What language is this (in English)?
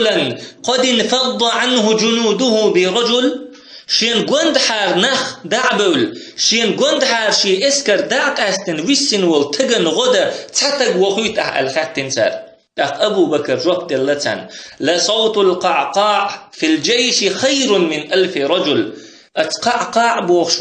Chechen